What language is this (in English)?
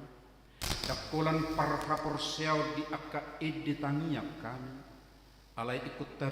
Batak Toba